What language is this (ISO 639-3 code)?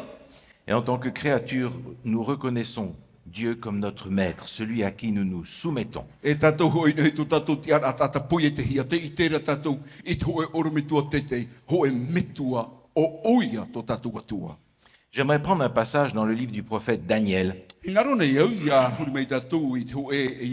tah